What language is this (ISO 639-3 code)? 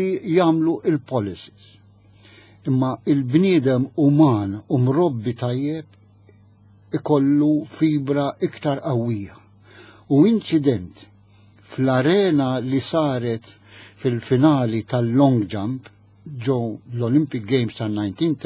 mlt